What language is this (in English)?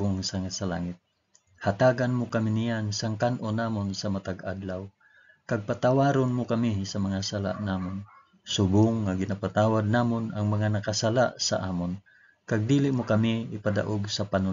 Hiligaynon